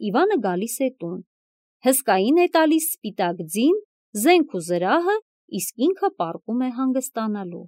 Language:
Armenian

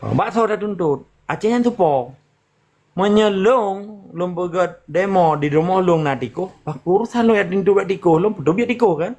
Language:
Achinese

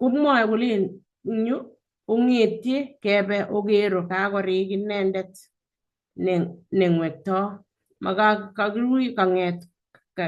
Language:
Kalenjin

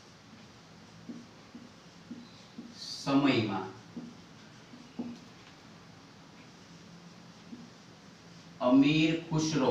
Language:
Gujarati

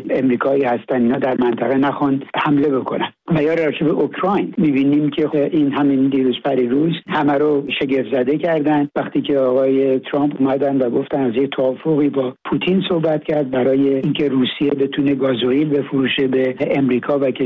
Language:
Persian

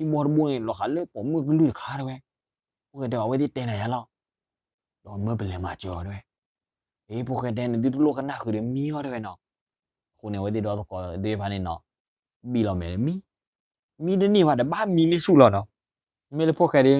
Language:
S'gaw Karen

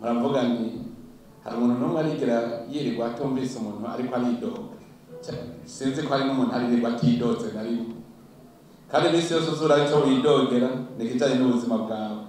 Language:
Rundi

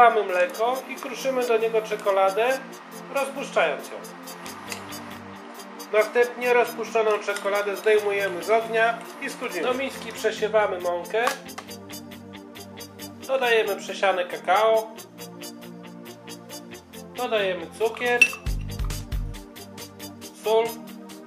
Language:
Polish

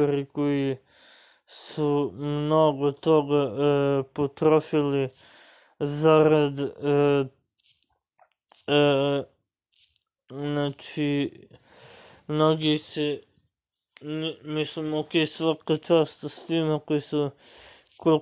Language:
Serbian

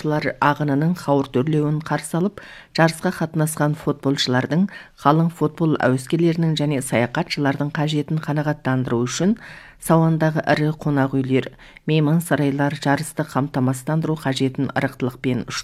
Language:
Kazakh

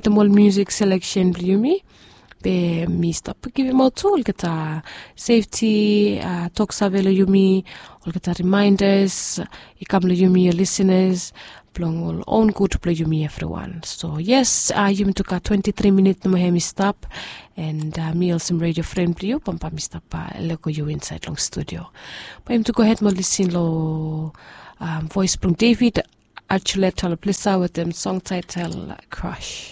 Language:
Bislama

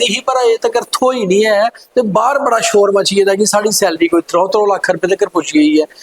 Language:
Dogri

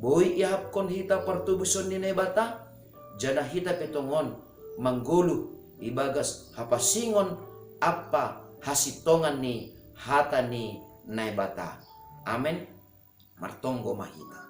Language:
Batak Simalungun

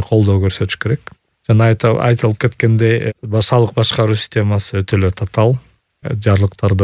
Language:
Kyrgyz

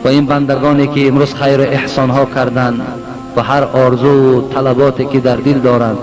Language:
Tajik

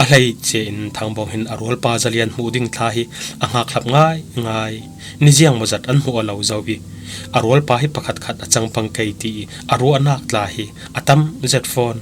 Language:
Falam Chin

